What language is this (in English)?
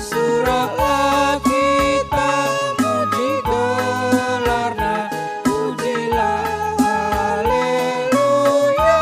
Batak Karo